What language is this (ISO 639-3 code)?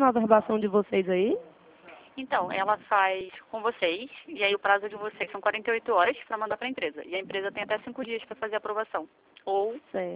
por